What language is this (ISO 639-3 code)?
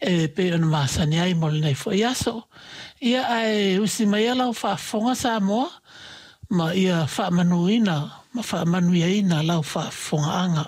smo